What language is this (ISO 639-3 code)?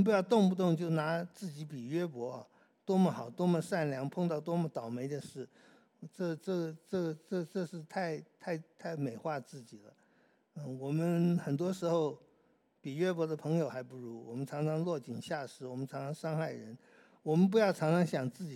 zho